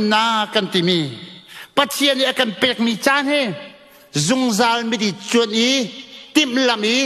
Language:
Hakha Chin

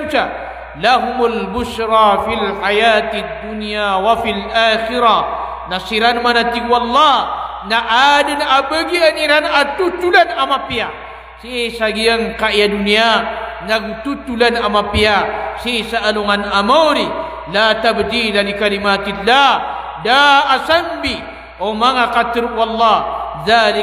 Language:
Maranao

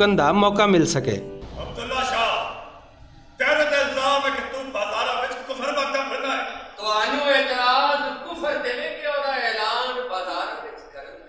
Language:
Western Panjabi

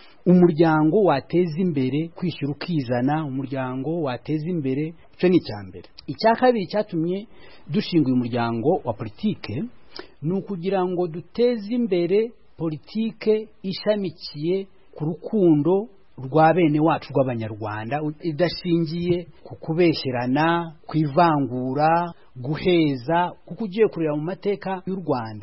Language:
Kinyarwanda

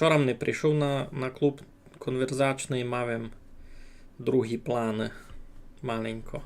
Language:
Rusyn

